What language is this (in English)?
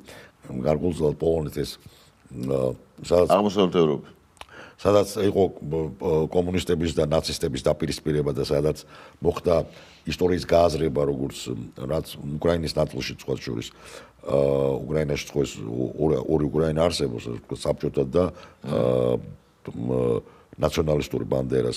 Georgian